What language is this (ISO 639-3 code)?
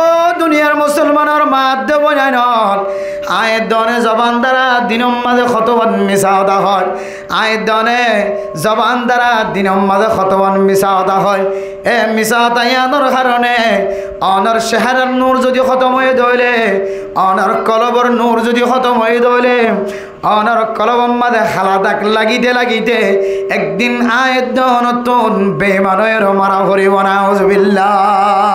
rhg